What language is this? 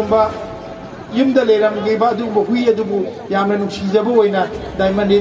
Manipuri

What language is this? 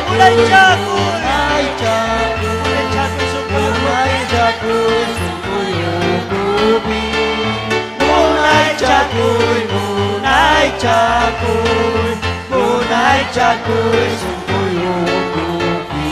Ayacucho Quechua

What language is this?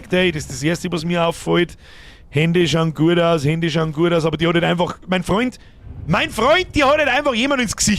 Bavarian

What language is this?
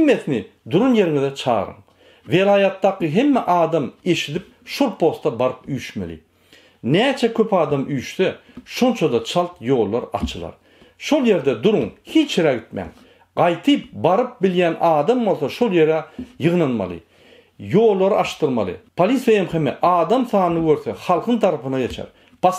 Turkmen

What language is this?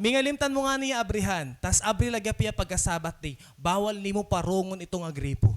Waray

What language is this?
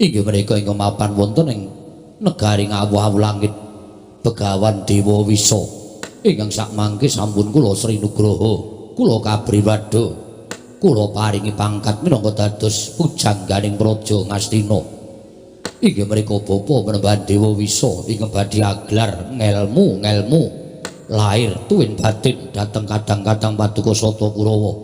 Javanese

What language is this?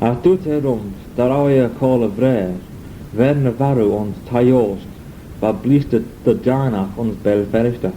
Manx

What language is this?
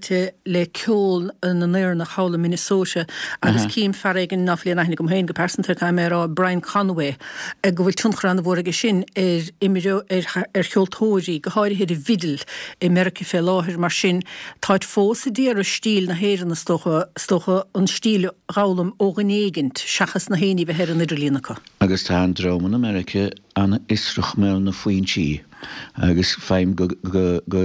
Irish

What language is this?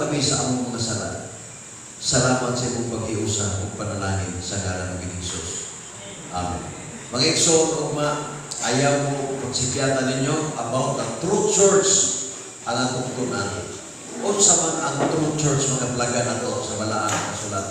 Cebuano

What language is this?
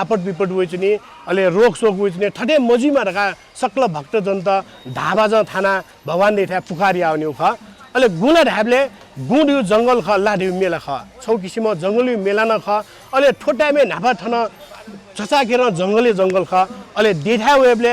Newari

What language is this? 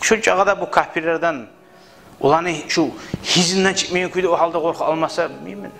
Kumyk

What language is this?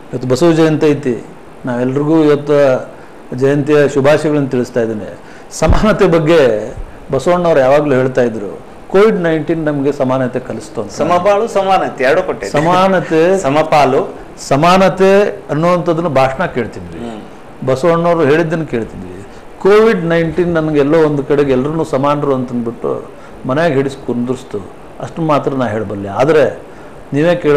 Kannada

